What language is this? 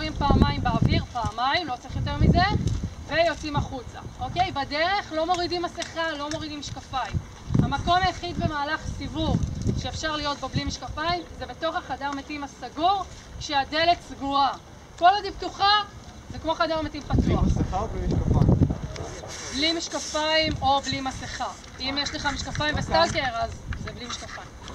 Hebrew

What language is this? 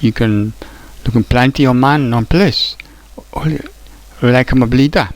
Tok Pisin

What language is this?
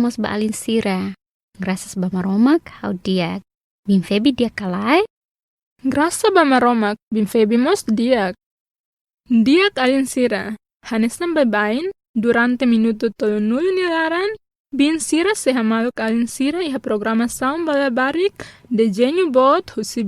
Tetum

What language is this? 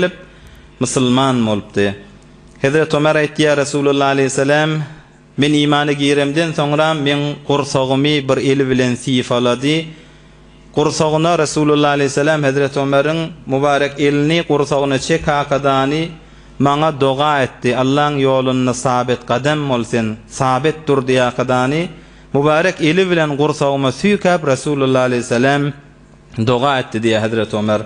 Turkmen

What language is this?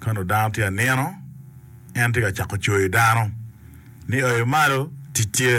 Acoli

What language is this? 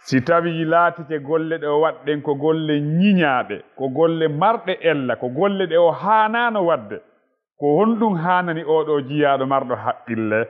Fula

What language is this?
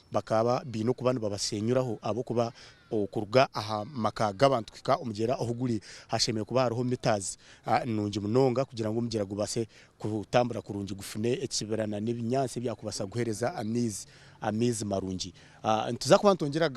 Nyankole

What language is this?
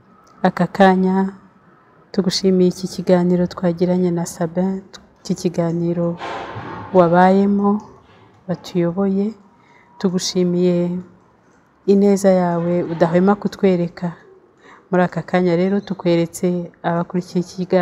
Kinyarwanda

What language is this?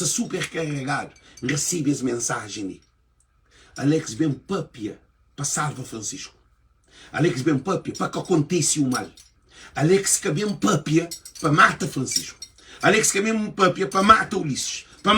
Kabuverdianu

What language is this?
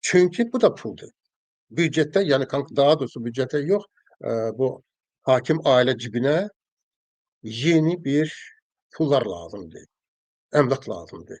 Azerbaijani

